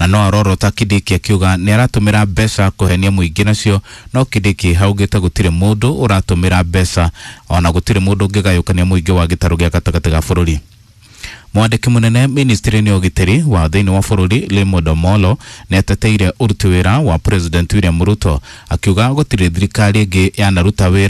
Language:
Kikuyu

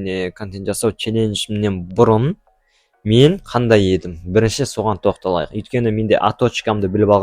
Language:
Kazakh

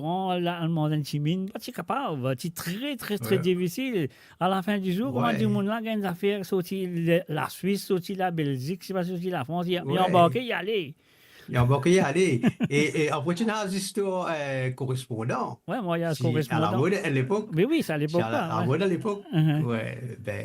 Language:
Morisyen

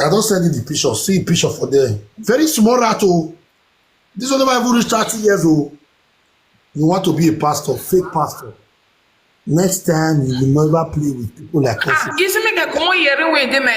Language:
Nigerian Pidgin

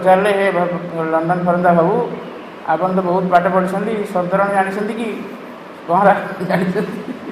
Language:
Odia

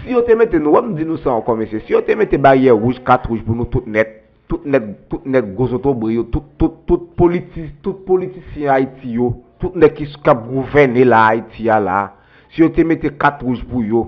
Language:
Haitian Creole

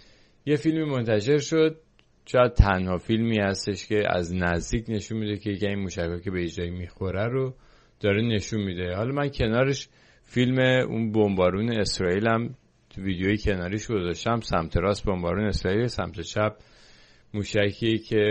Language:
Persian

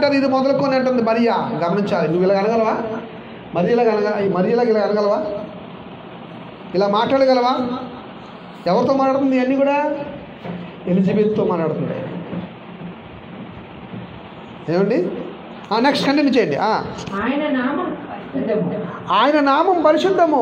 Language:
Telugu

